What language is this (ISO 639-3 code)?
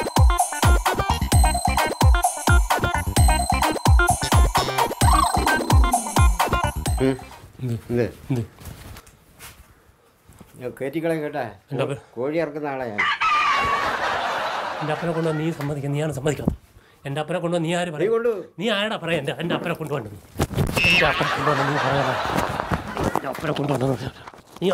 mal